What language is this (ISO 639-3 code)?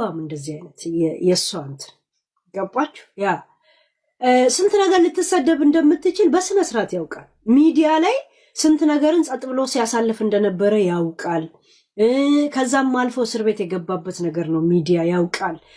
amh